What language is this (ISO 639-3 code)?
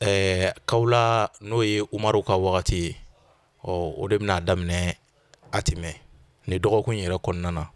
bam